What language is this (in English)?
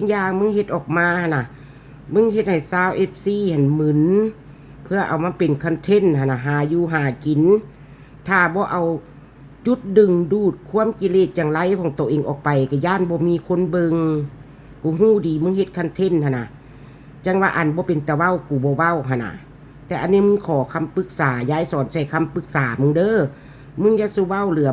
Northeastern Thai